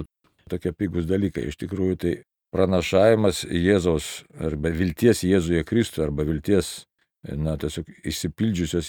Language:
Lithuanian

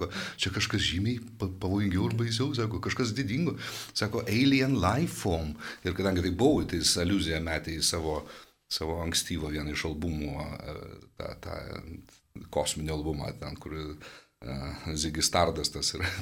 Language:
Lithuanian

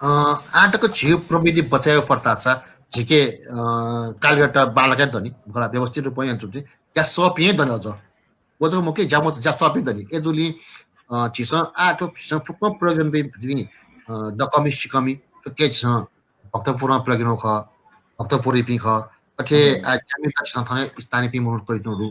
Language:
Newari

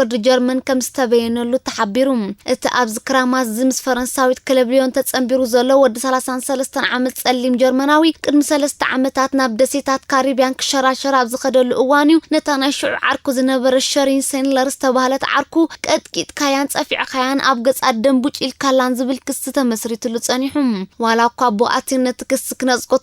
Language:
Tigrinya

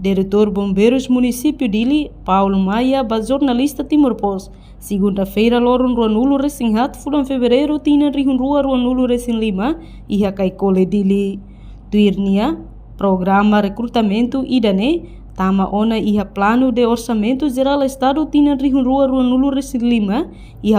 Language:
Tetum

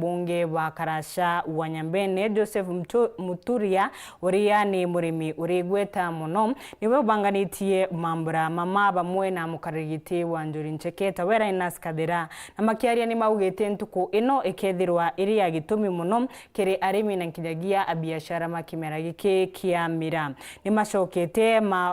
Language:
Meru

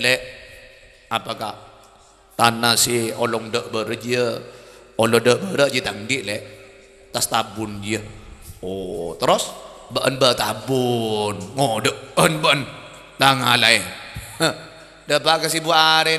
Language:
Madurese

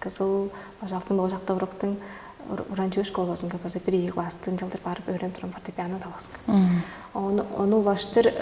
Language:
Tuvinian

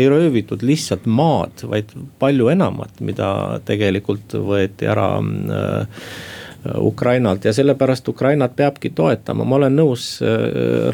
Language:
Estonian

